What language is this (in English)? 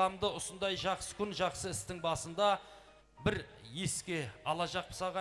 Kara-Kalpak